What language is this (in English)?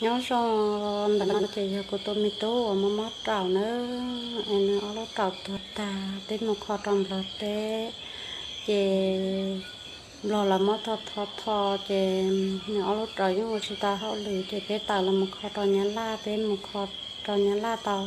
Hmong